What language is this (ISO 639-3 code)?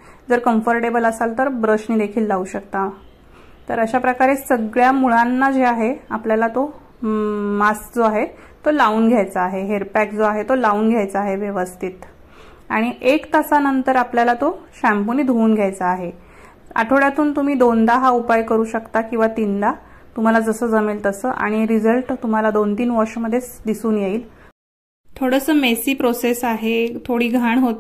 mar